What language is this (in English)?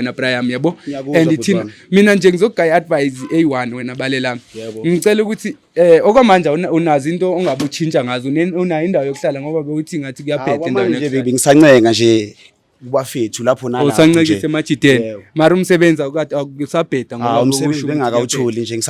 Zulu